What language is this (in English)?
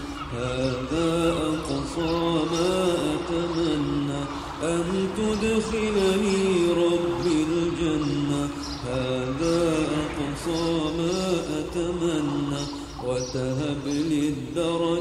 Bosnian